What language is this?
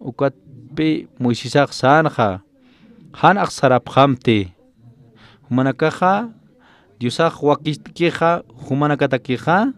Aymara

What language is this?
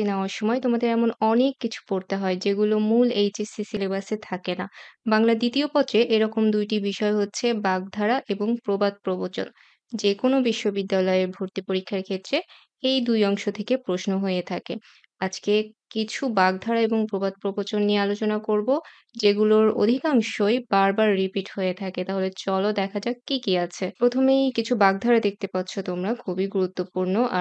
Bangla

